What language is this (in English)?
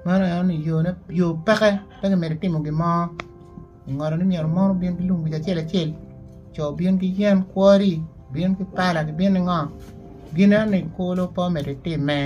Acoli